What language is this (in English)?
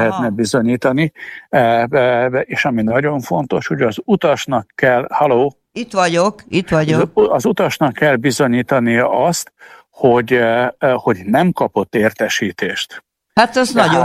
Hungarian